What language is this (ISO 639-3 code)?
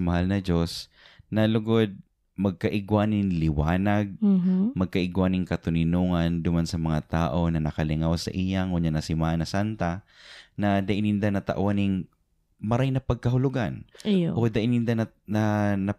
bik